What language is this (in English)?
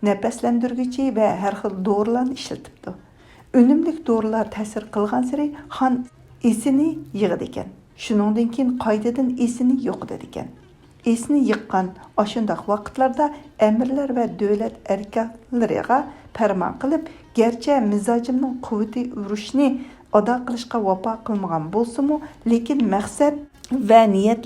Uyghur